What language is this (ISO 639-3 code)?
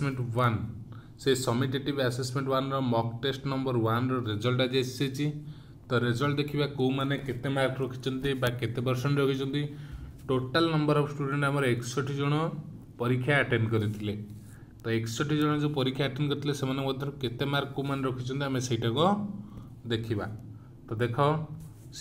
ori